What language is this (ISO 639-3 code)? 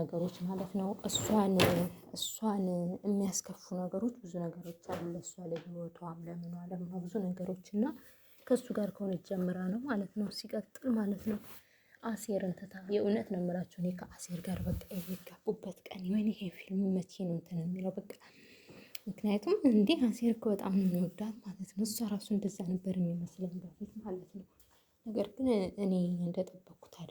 amh